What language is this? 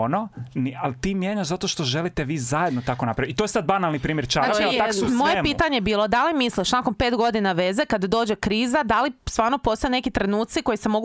Croatian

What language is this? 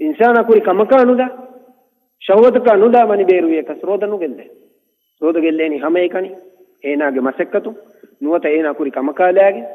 Divehi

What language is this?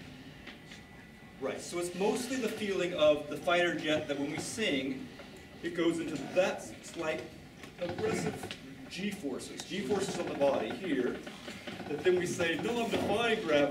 English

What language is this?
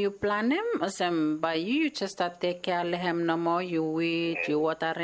Bislama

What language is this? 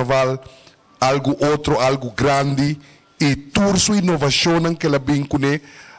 Papiamento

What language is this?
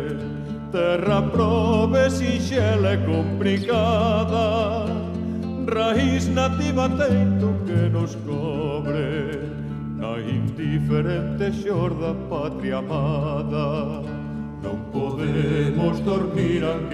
Galician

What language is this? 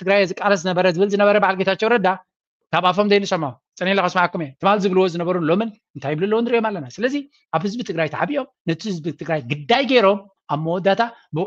Tigrinya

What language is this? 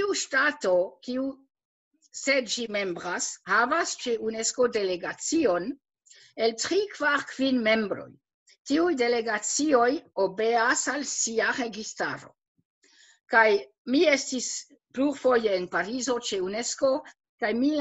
Esperanto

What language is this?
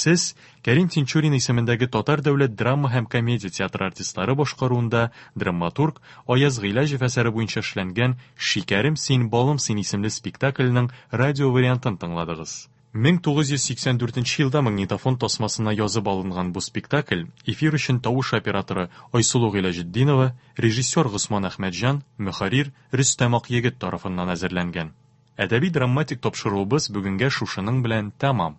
Tatar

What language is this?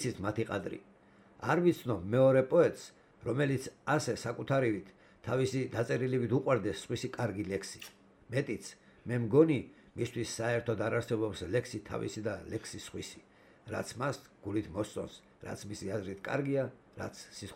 Georgian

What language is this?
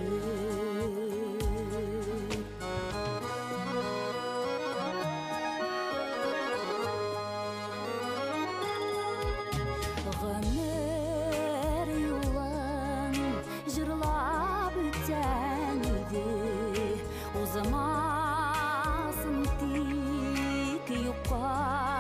Tatar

